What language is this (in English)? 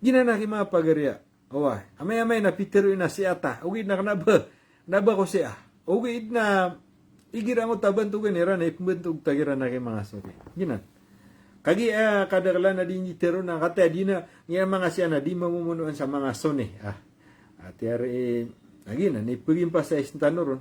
Maranao